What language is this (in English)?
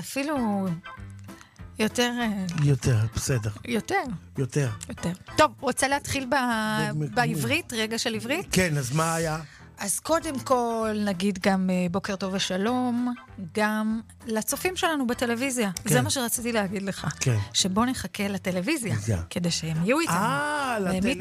Hebrew